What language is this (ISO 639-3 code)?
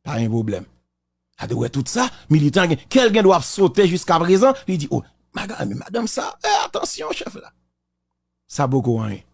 hat